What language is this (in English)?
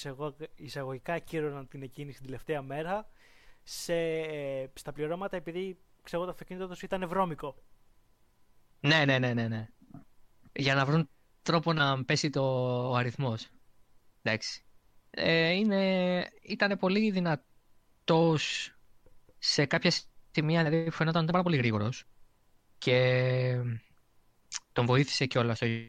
Greek